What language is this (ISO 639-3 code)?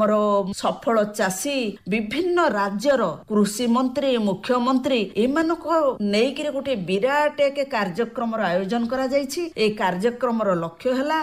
ori